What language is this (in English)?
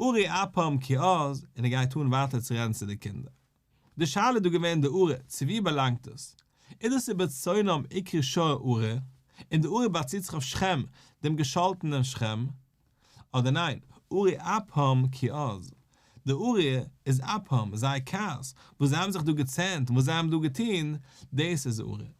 Yiddish